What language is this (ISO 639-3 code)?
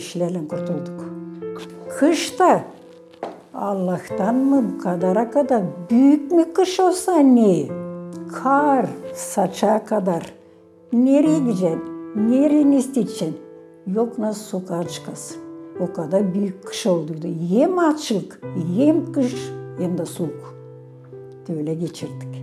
gag